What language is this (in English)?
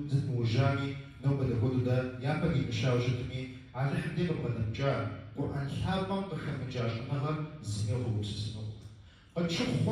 Kabardian